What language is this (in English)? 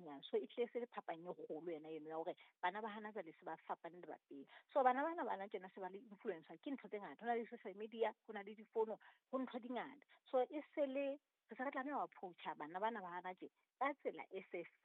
Southern Sotho